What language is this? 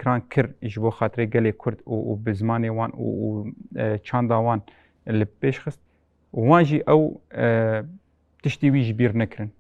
Kurdish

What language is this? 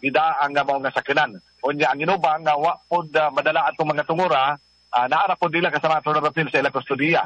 Cebuano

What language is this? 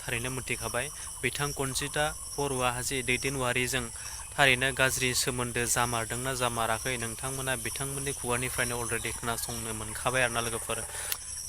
Bodo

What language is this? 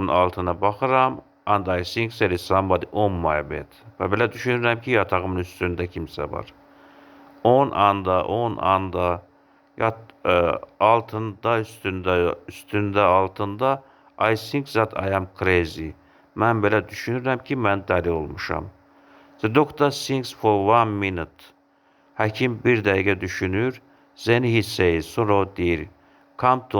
Azerbaijani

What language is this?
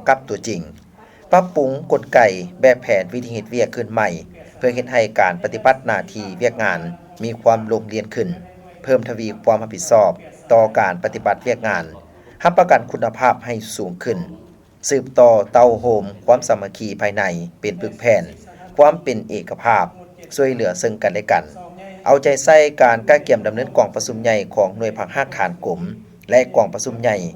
Lao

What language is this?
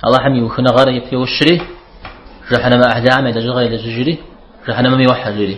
Kabardian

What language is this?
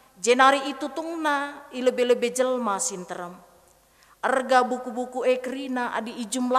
Batak Karo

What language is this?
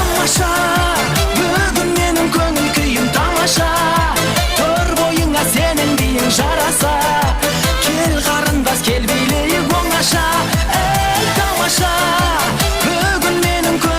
Kara-Kalpak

